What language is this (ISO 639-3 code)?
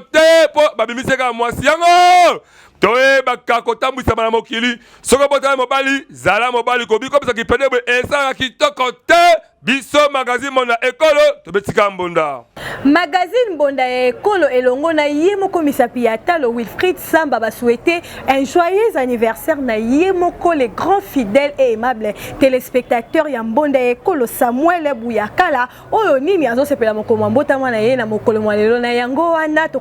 lin